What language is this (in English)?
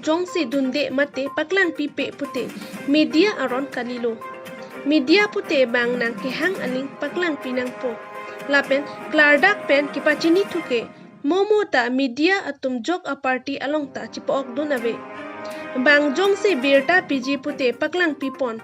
Karbi